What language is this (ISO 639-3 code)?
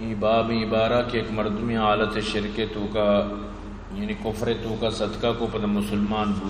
bgp